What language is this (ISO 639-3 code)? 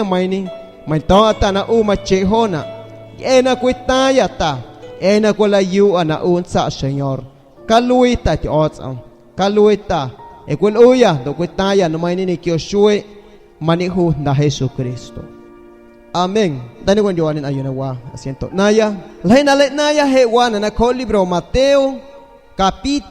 azg